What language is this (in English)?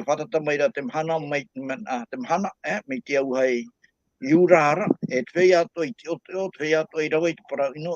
Tahitian